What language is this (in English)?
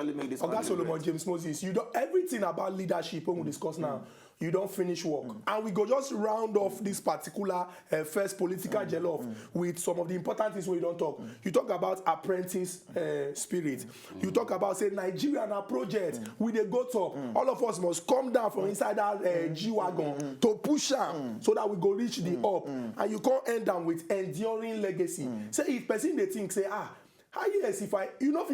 Nigerian Pidgin